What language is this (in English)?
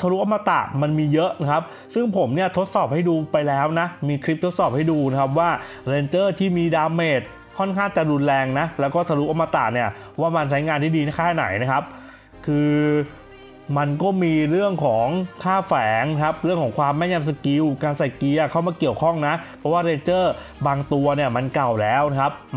Thai